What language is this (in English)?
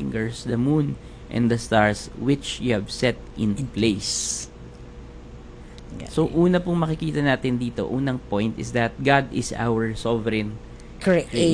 Filipino